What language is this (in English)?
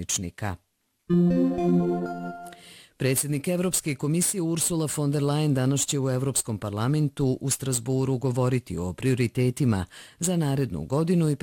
Bosnian